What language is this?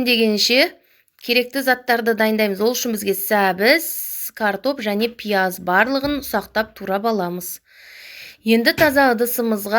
Kazakh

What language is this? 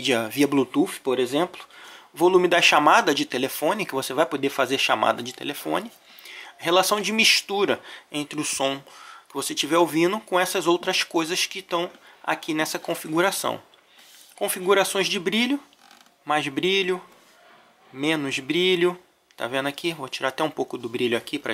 Portuguese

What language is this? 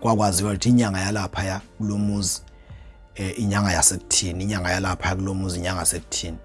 Zulu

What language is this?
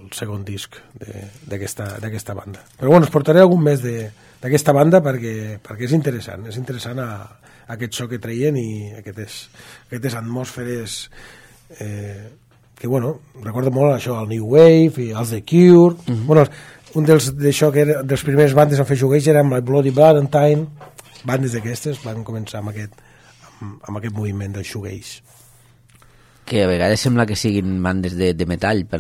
Catalan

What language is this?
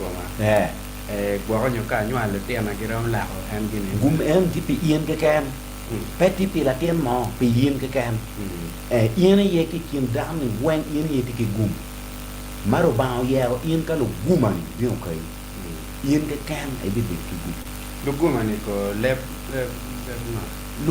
Acoli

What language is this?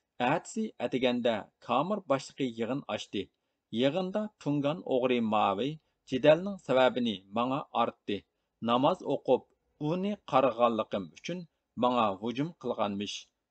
Uyghur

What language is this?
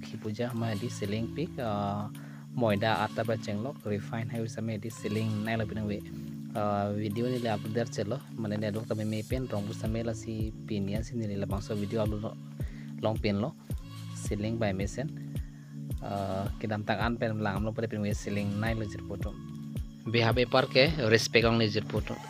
Karbi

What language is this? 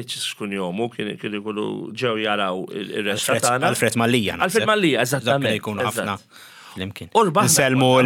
Maltese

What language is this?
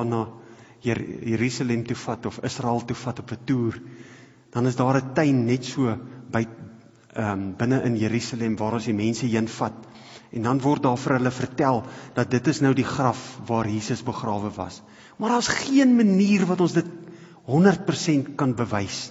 Afrikaans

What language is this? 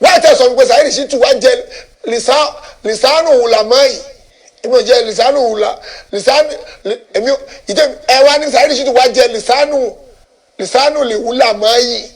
Yoruba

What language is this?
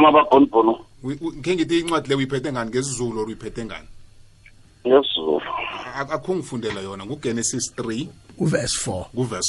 South Ndebele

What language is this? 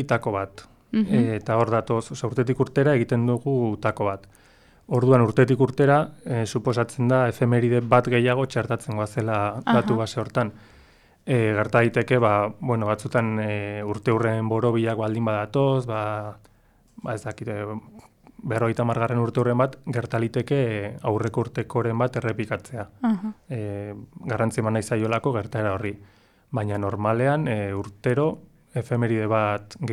Basque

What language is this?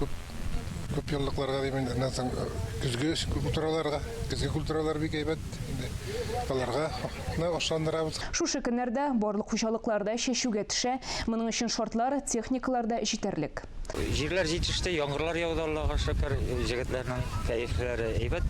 Tatar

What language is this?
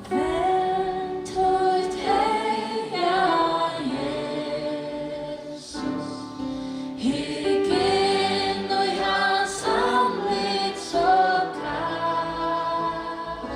Faroese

